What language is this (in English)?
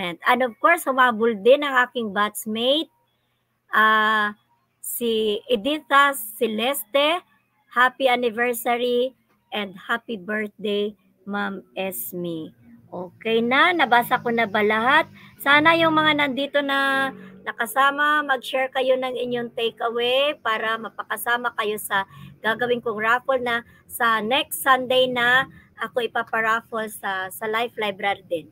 Filipino